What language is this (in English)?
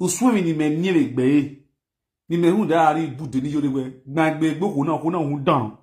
Nigerian Pidgin